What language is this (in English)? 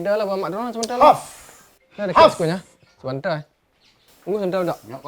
Minangkabau